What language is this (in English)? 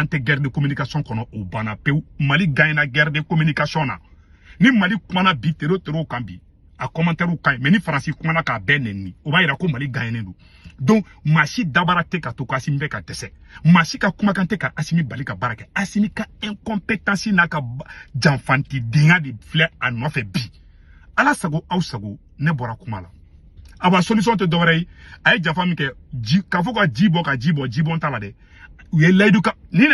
Bambara